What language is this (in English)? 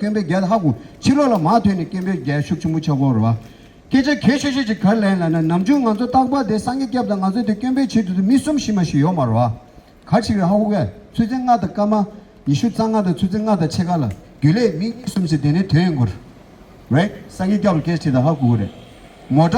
Tibetan